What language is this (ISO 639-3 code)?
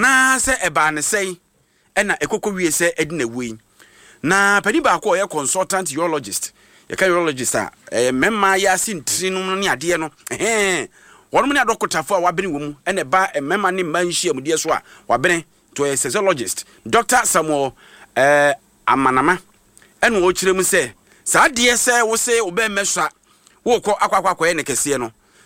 aka